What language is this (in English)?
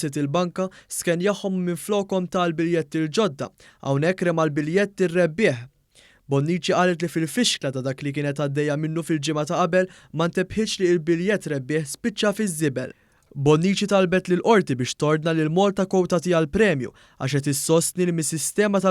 Maltese